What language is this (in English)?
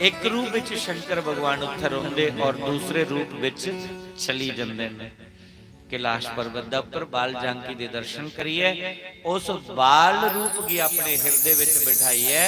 Dogri